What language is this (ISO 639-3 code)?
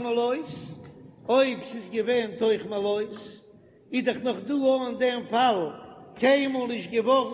yid